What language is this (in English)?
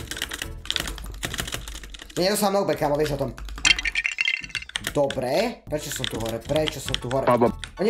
Slovak